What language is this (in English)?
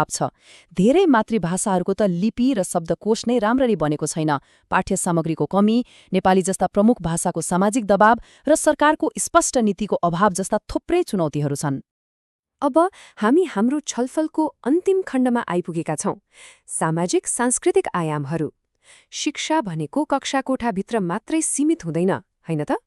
Nepali